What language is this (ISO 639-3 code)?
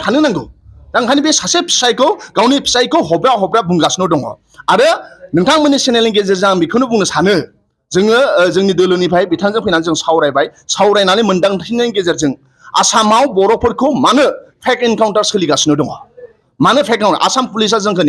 brx